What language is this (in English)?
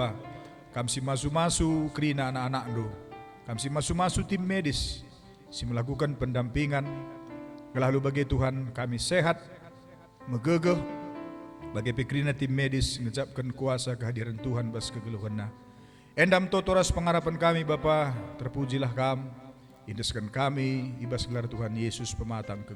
Batak Karo